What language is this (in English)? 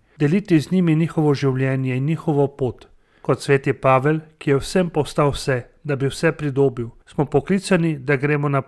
Slovenian